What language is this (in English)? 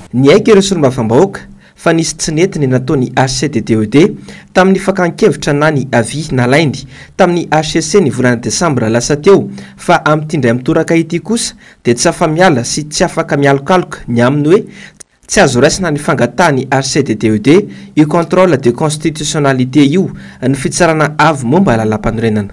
Malagasy